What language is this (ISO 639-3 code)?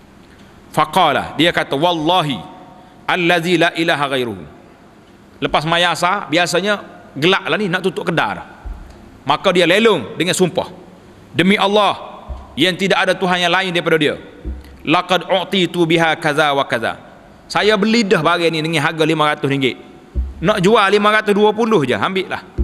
msa